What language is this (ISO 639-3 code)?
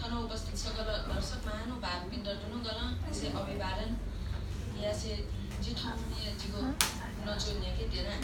new